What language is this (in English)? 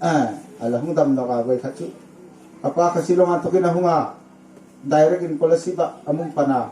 Hmar